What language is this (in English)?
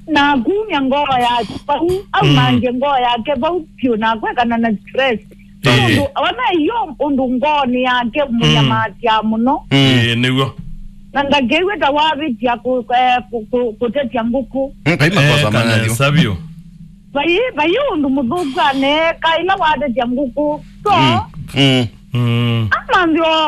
Kamba